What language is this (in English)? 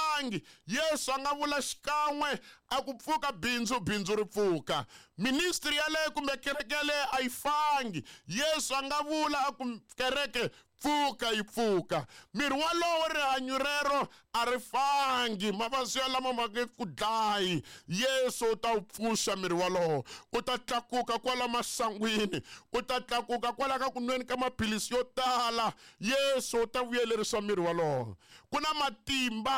Tsonga